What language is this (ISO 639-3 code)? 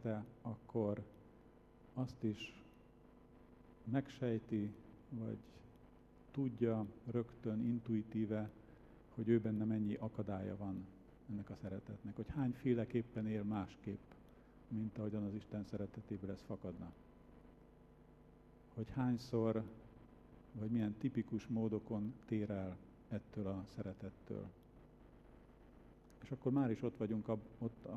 hun